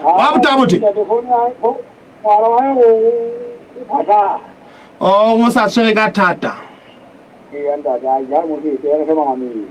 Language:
Southern Sotho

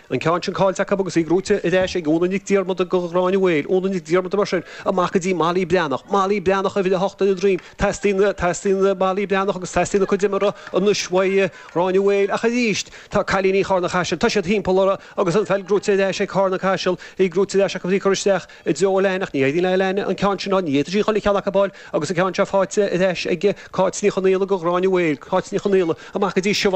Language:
Irish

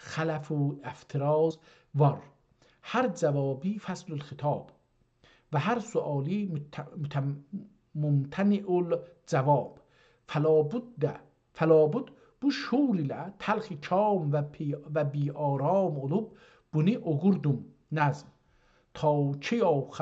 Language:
South Azerbaijani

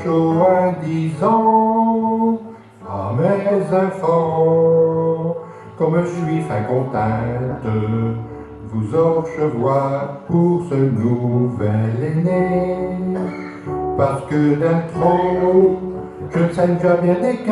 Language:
Picard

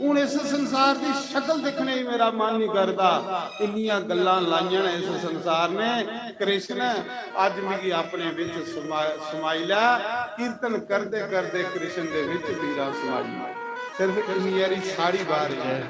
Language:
Dogri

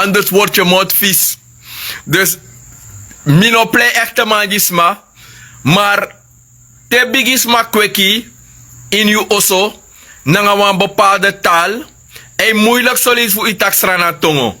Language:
Sranan Tongo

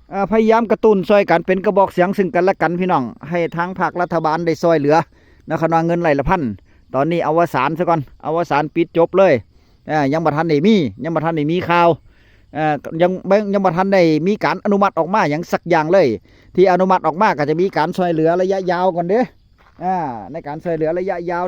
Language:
Northeastern Thai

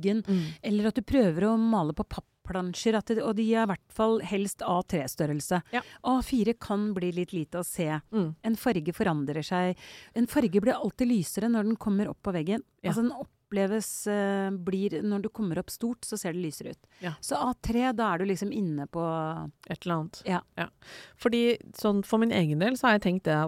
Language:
Norwegian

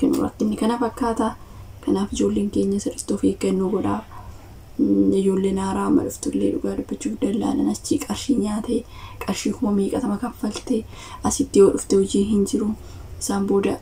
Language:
Oromo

